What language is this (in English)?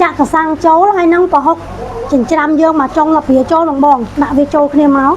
Khmer